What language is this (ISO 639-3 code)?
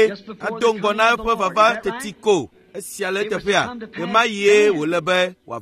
ewe